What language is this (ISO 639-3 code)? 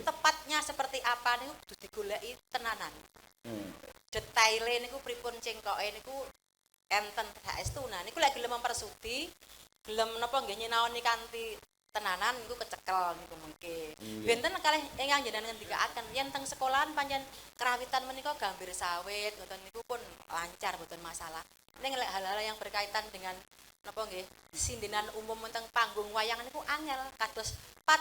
jav